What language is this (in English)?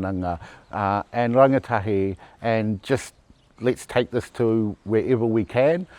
Māori